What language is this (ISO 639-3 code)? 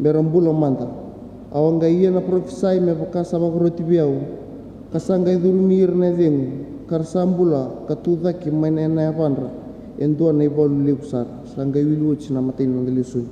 fij